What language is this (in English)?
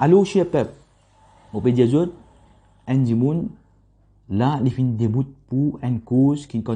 Morisyen